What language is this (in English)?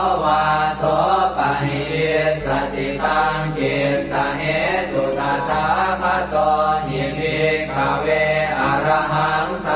Pali